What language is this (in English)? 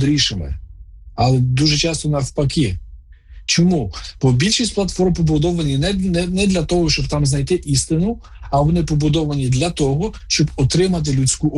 Ukrainian